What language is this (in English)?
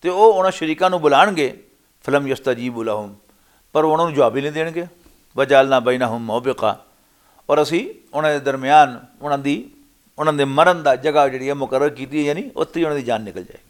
Western Panjabi